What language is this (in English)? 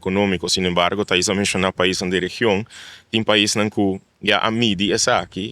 Papiamento